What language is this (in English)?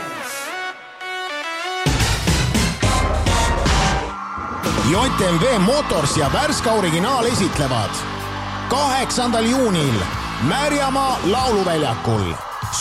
Estonian